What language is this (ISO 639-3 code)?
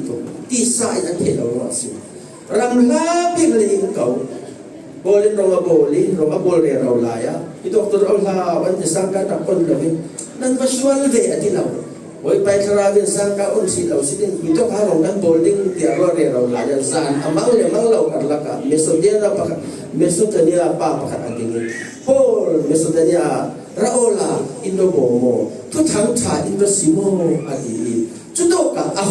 cfm